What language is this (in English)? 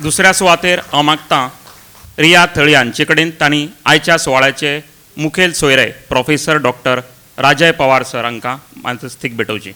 Konkani